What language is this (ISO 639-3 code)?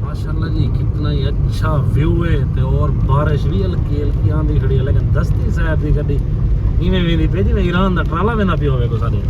skr